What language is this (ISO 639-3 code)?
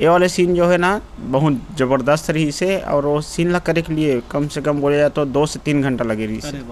hne